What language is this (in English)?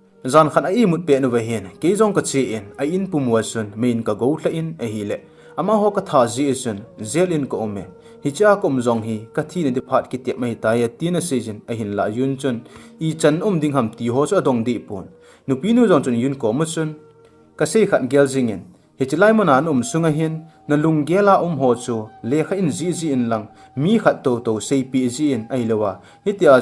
Thado Chin